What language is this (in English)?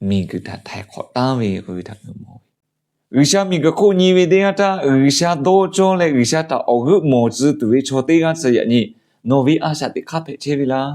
Lahu